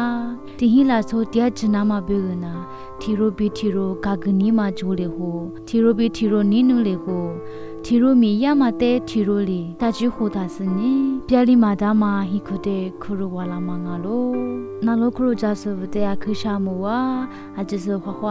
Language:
Lisu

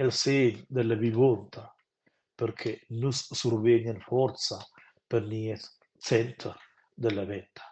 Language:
Romansh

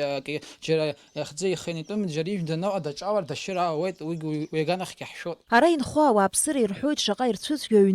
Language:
Abkhazian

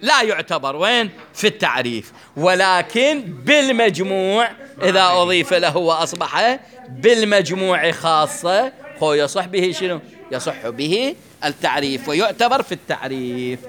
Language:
Mesopotamian Arabic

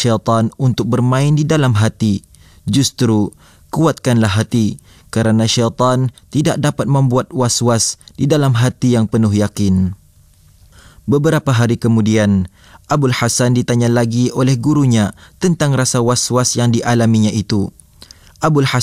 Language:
Malay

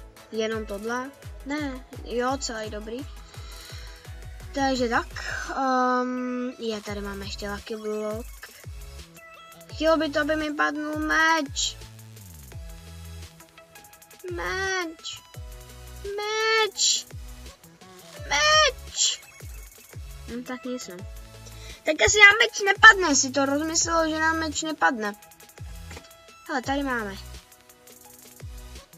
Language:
Czech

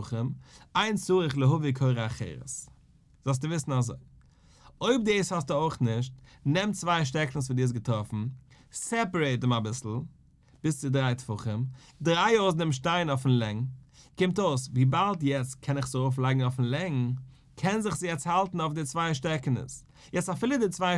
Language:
Yiddish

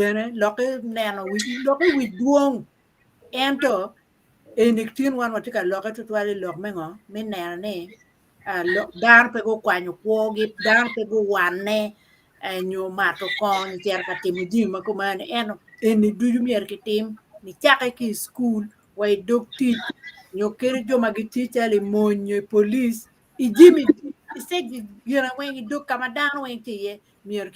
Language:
Acoli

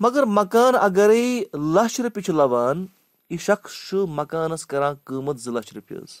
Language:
Kashmiri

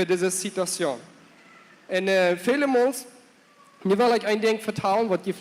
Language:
Plautdietsch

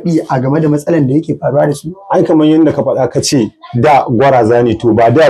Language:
Hausa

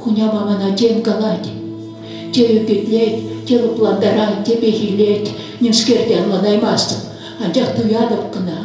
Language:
Chuvash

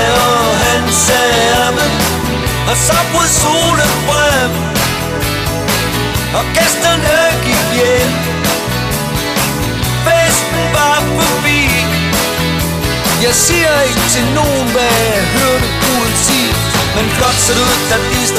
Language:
Danish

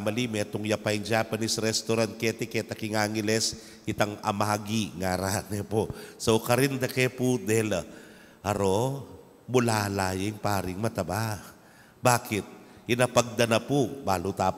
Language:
Pampanga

